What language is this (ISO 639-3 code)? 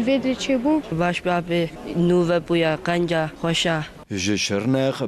kur